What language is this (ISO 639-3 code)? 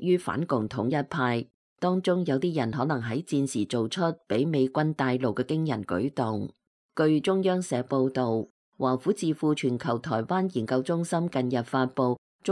yue